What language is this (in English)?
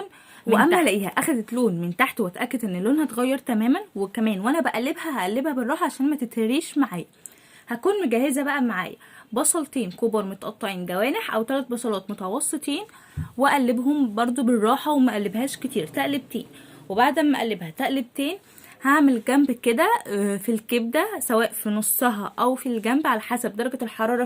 Egyptian Arabic